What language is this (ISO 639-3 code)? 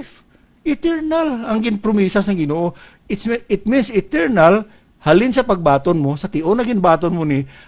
hil